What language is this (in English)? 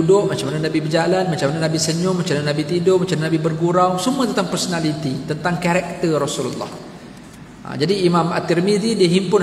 Malay